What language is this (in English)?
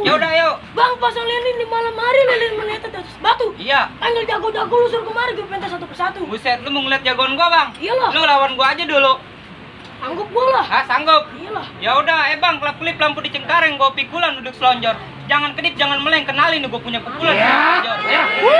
Betawi